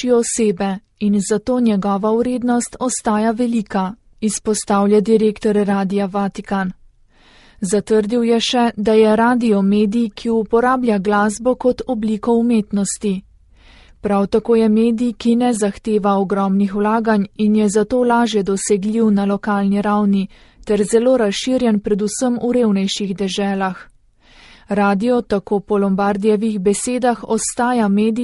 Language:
Slovenian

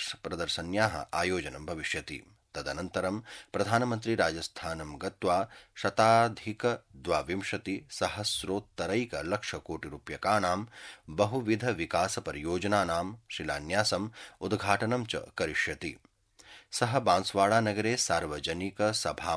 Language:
Sanskrit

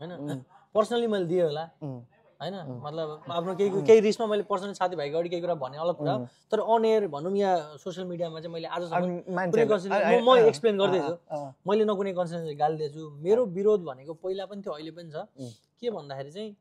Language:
Nepali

